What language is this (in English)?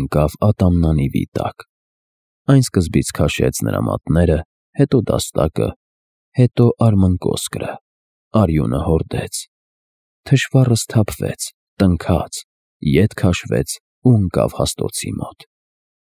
Armenian